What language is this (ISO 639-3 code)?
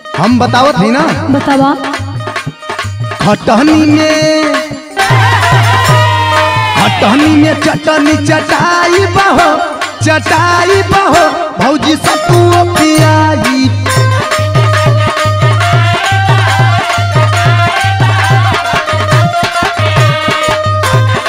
bho